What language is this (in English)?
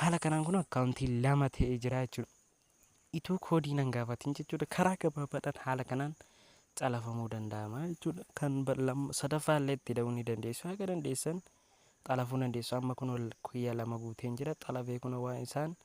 Oromo